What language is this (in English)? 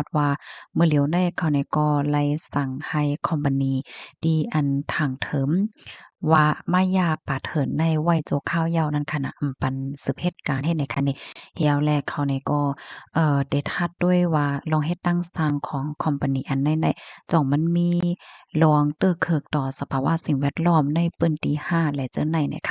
Shan